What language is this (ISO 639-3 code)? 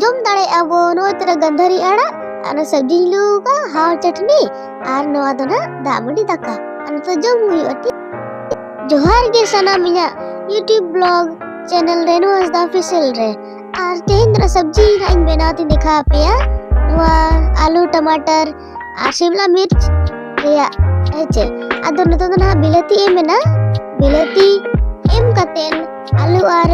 sat